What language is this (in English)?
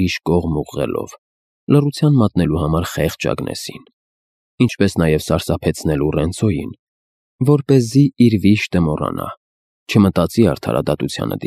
Armenian